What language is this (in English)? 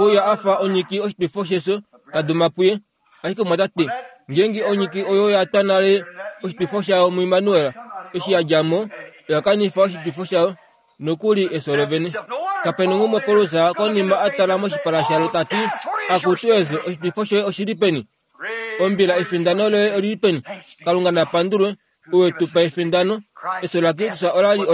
Kuanyama